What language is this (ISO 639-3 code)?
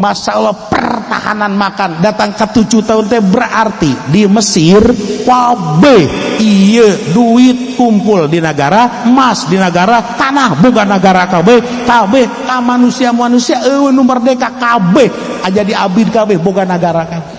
sun